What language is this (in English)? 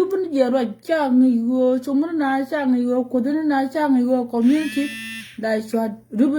Nuer